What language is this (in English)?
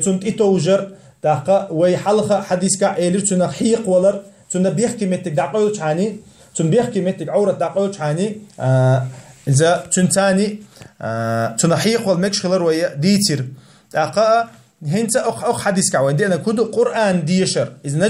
Chechen